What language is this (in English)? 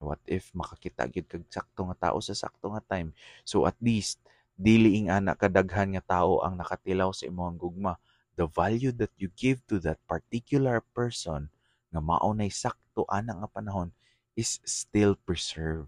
Cebuano